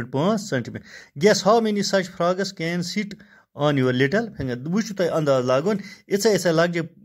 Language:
Kashmiri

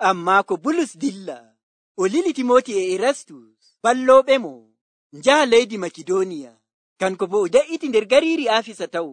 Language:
Nigerian Fulfulde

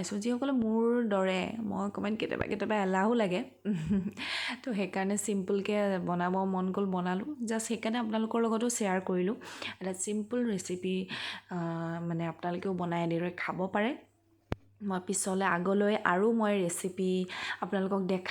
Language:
Assamese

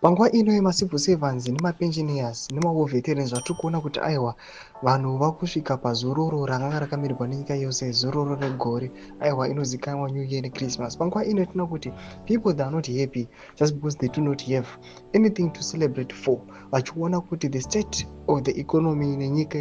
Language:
Shona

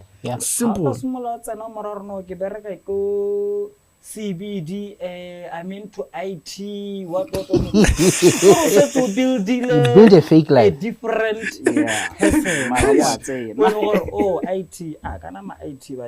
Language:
Tswana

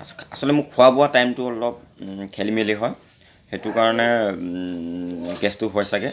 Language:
Assamese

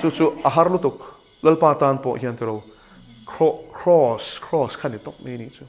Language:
Mizo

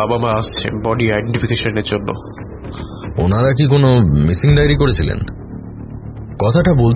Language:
Bangla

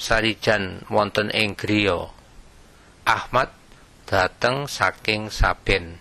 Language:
Javanese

